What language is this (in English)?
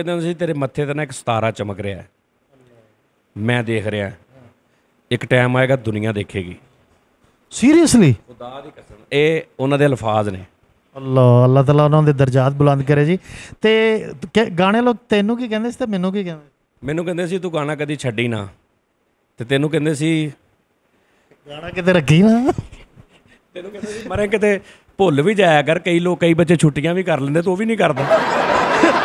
Punjabi